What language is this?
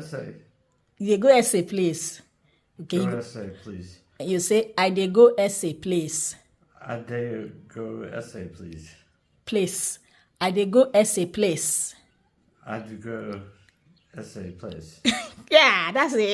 Nigerian Pidgin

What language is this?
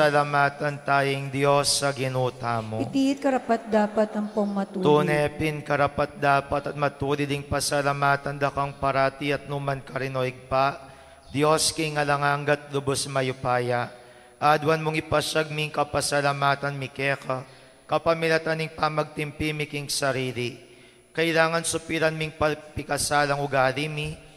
Pampanga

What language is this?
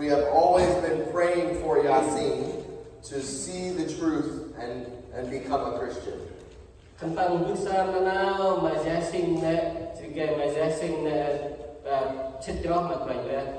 Central Mnong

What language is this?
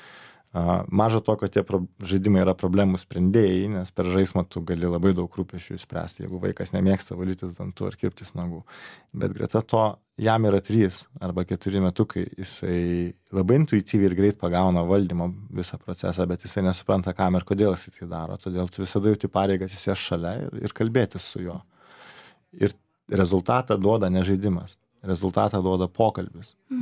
Lithuanian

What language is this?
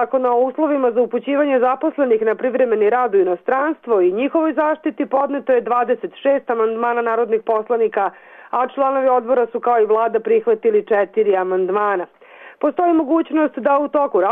Serbian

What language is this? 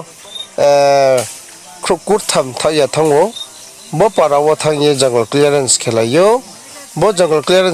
Riang (India)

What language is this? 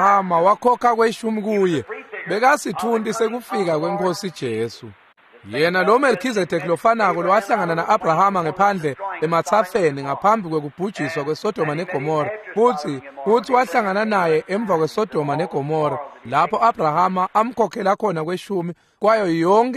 Swati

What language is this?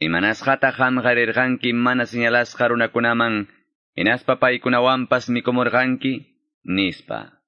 Ayacucho Quechua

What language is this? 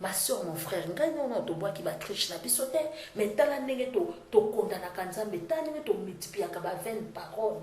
Lingala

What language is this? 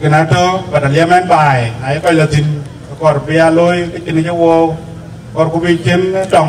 Dinka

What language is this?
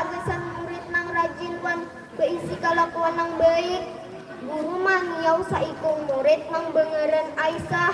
Banjar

